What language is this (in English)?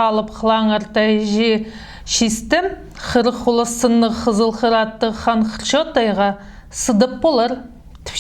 Khakas